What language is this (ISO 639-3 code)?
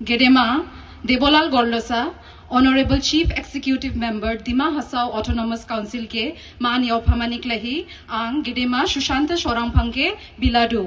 dis